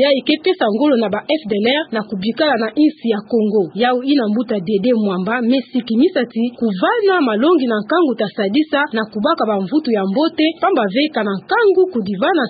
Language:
Kituba (Democratic Republic of Congo)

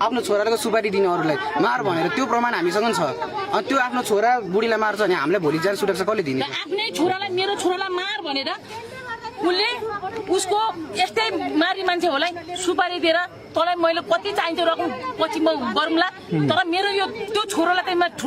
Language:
Nepali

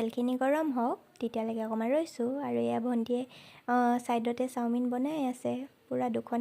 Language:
Assamese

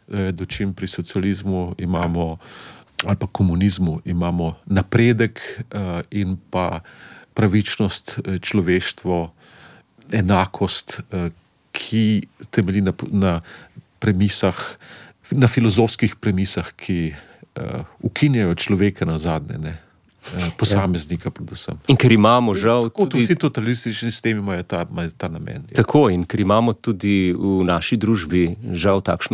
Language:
Slovenian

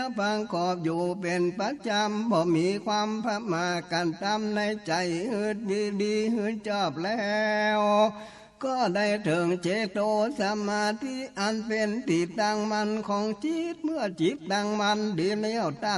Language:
Northern Thai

